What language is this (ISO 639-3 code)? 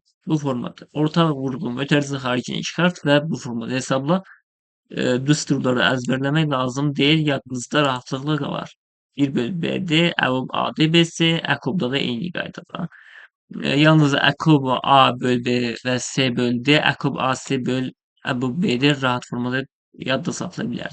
aze